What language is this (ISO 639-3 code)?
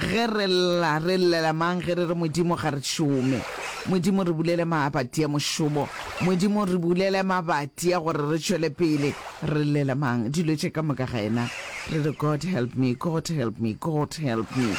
nso